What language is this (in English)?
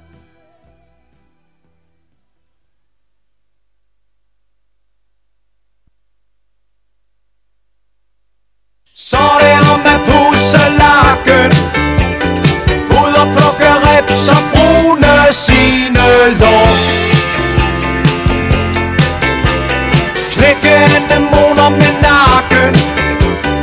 Danish